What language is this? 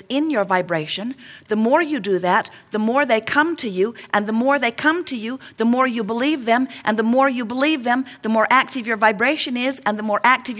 English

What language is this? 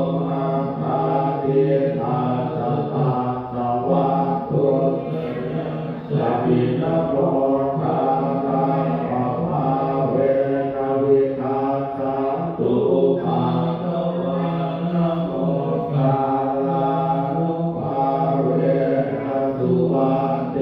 Pali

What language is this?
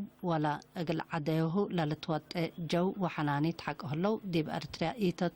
Tigre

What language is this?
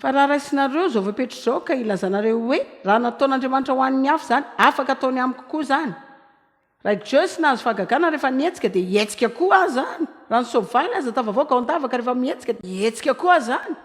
Malagasy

